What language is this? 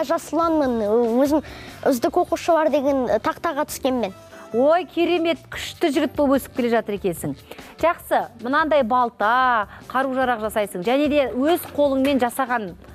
Kazakh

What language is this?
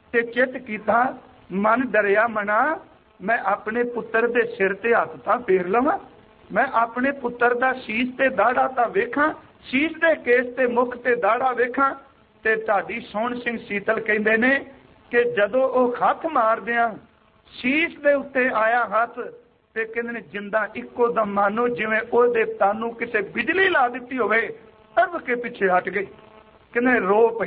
Punjabi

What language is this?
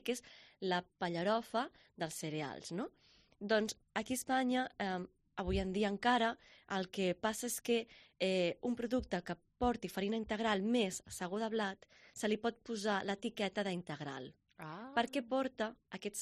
Catalan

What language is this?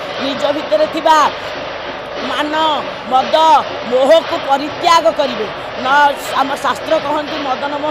Odia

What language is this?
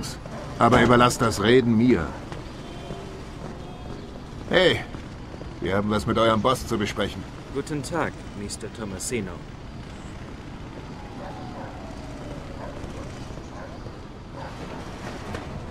German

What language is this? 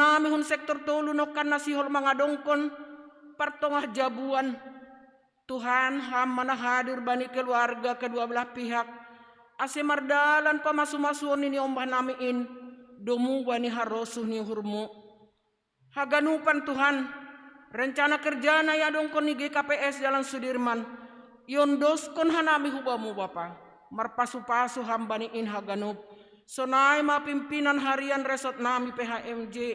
Batak Simalungun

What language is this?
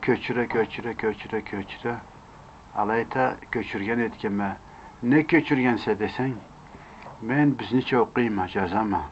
Karachay-Balkar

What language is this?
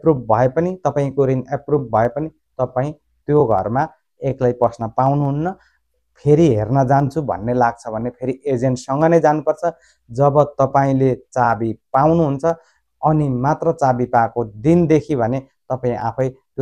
Nepali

